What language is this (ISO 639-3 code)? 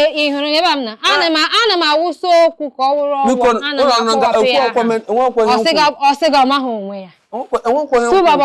ibo